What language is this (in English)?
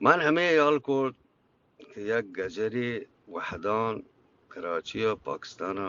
Eastern Balochi